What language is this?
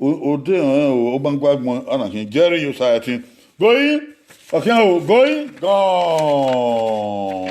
Bini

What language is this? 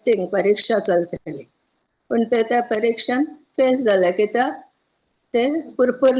Konkani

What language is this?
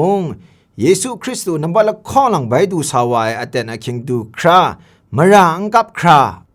Kachin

